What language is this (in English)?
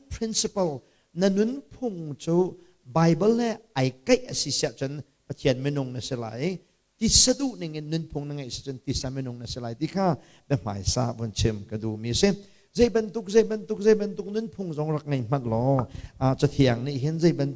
Hakha Chin